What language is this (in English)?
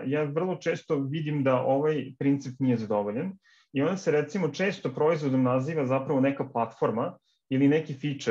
Serbian